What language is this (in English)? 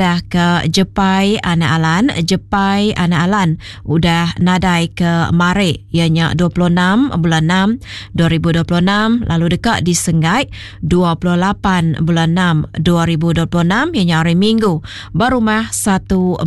Iban